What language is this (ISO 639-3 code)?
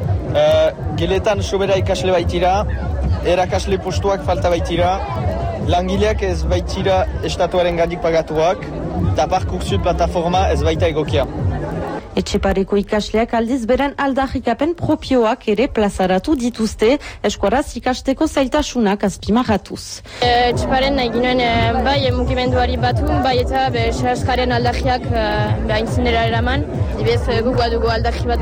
eus